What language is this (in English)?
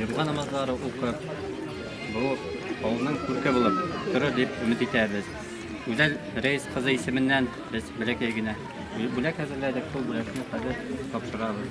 Bashkir